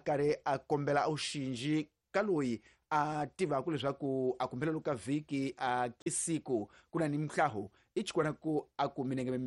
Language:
Tsonga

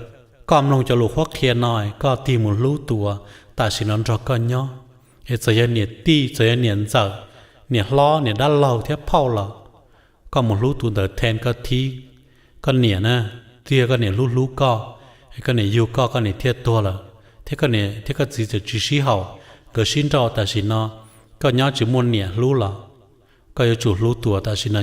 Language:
Hmong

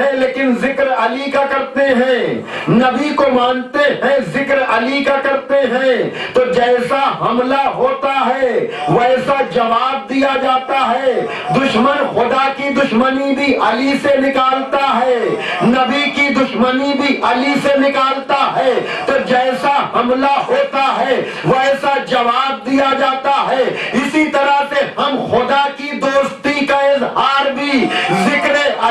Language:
Urdu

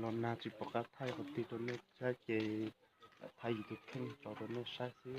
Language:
Hmong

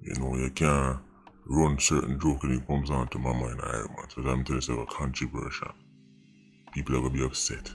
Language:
Jamaican Creole English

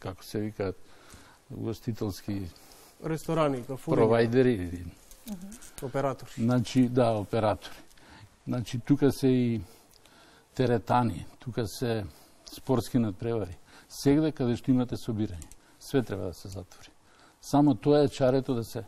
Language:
Macedonian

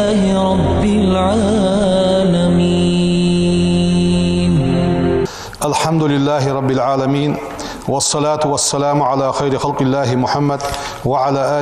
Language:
Ingush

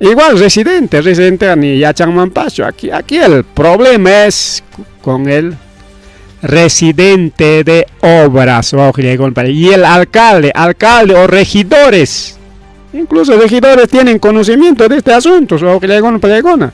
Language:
Ayacucho Quechua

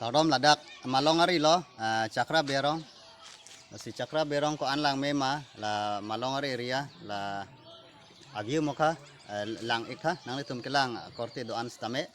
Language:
Karbi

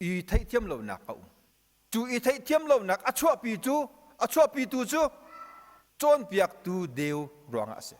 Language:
Hakha Chin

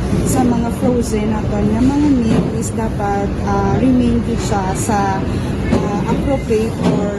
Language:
Hiligaynon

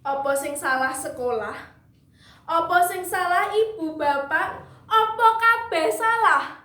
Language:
Javanese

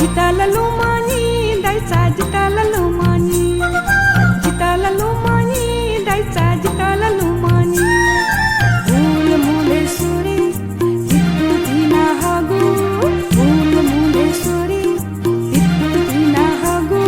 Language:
Newari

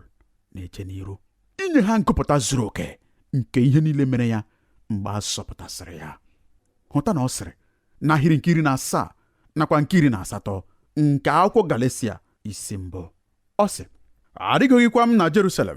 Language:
Igbo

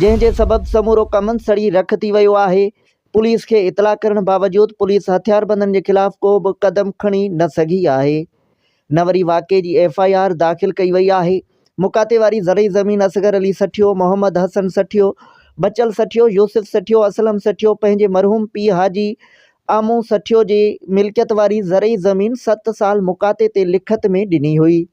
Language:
Sindhi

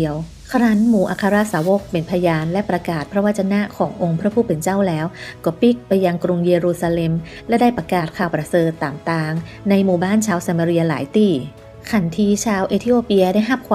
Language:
Northern Thai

